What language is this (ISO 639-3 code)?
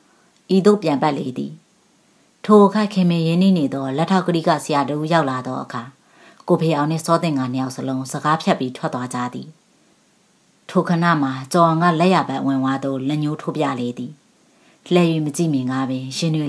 mya